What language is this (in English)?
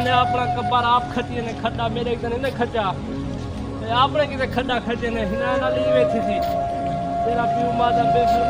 Saraiki